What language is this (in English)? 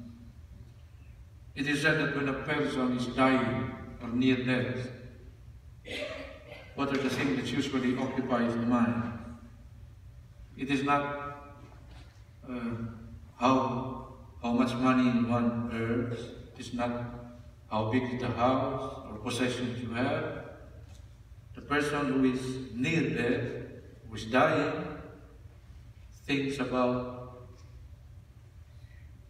English